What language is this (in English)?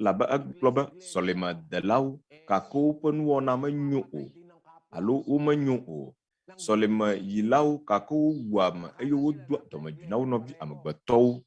Ewe